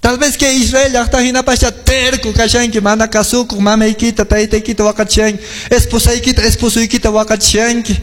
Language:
Quechua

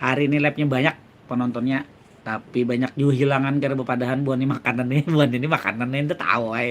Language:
Banjar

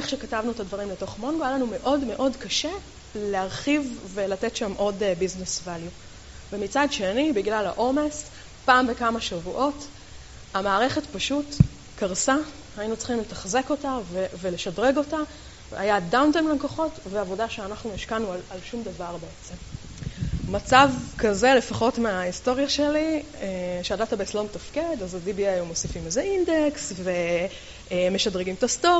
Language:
Hebrew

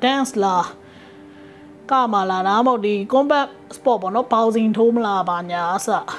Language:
Burmese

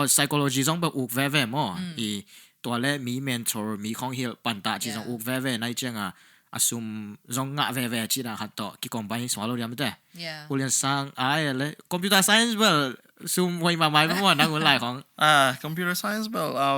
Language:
Tedim Chin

